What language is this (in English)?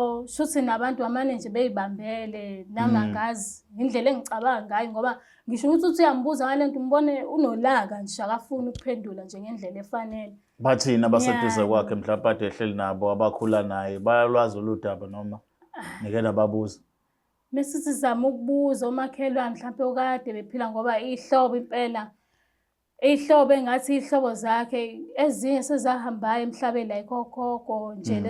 Zulu